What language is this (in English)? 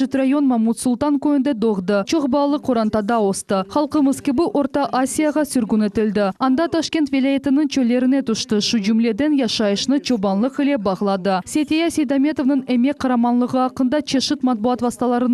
Crimean Tatar